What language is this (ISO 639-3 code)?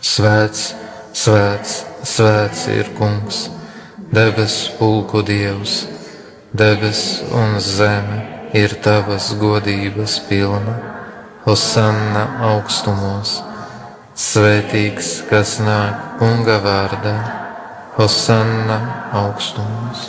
lav